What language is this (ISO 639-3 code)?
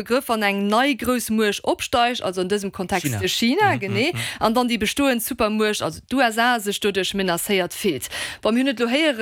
ltz